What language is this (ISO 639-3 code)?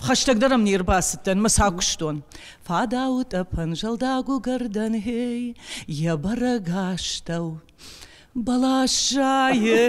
oss